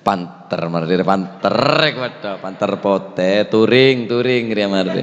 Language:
Madurese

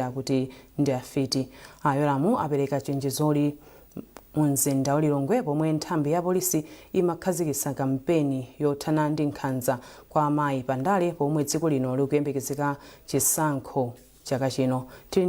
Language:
Nyanja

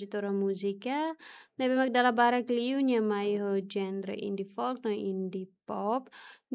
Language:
Tetum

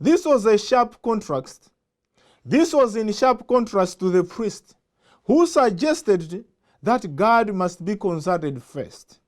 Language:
English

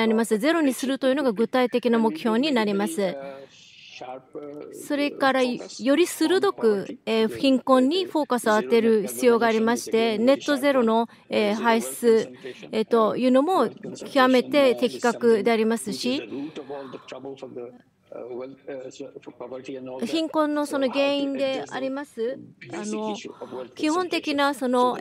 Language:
Japanese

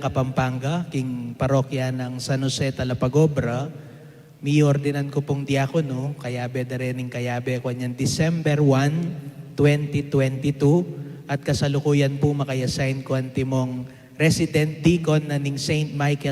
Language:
Pampanga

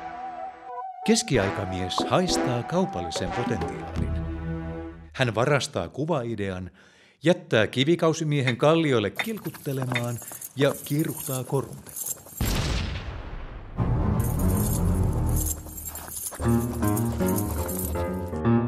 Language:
Finnish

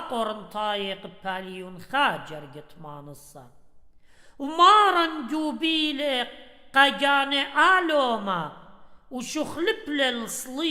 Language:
Assyrian Neo-Aramaic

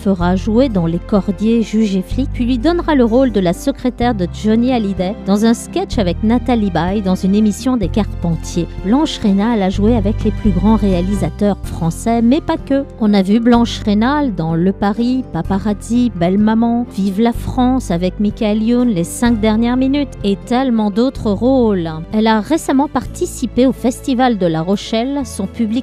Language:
French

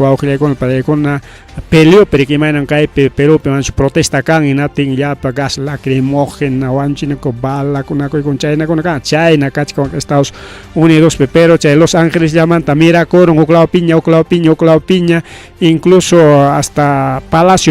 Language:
Ayacucho Quechua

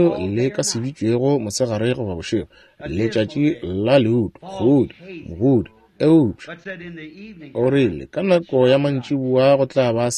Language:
Northern Sotho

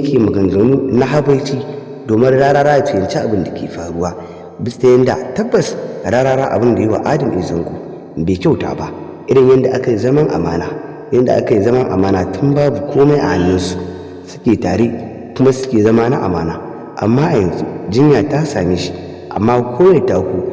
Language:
Hausa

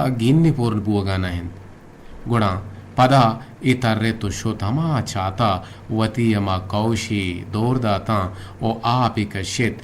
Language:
Eastern Balochi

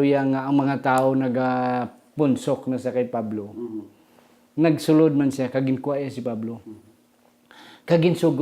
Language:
Hiligaynon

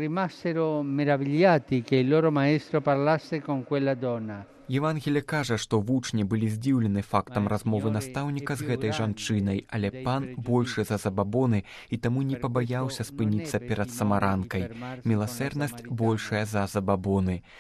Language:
Belarusian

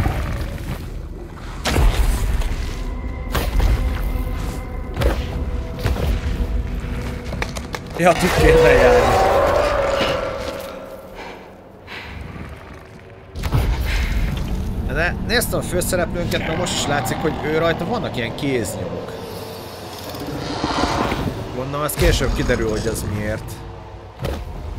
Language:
Hungarian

